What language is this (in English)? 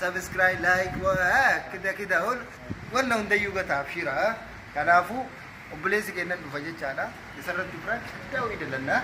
Oromo